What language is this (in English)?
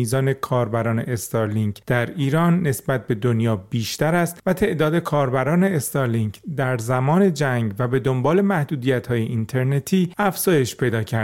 Persian